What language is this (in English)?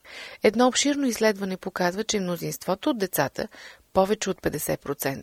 Bulgarian